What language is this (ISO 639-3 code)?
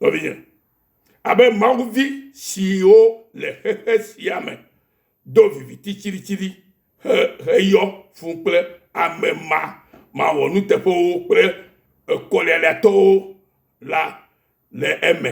ewe